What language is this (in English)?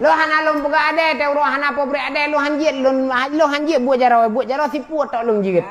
Achinese